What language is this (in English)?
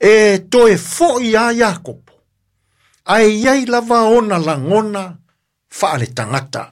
Samoan